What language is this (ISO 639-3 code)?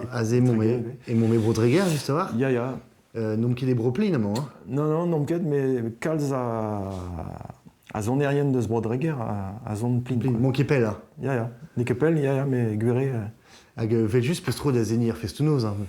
bre